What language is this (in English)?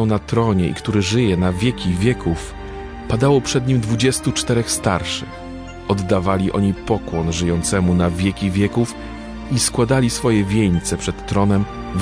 Polish